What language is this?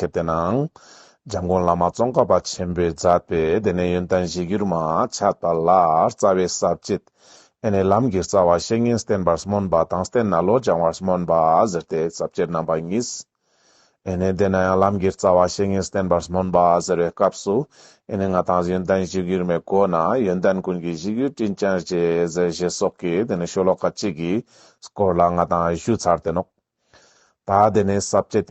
Ladakhi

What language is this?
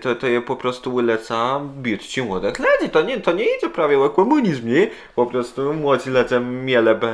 Kashubian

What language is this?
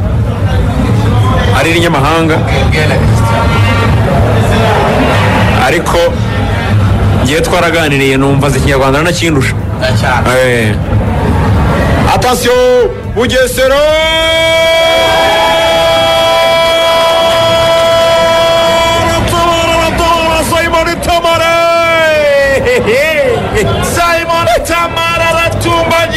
Kinyarwanda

